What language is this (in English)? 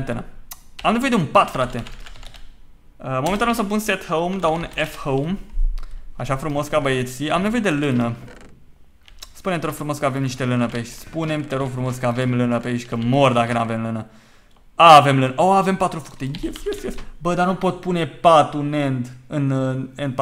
Romanian